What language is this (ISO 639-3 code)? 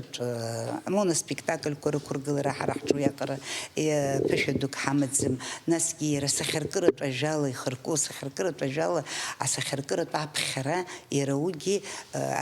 abk